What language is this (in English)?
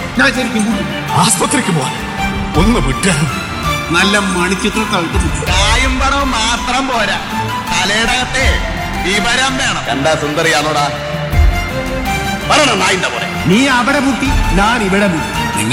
Malayalam